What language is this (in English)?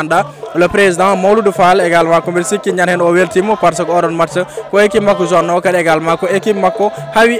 Fula